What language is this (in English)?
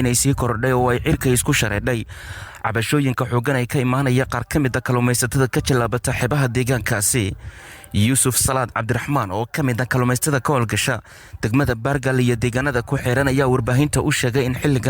Somali